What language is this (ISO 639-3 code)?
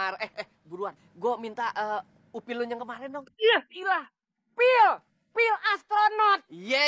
bew